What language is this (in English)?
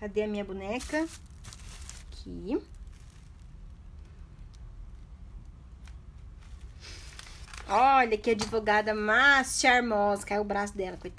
Portuguese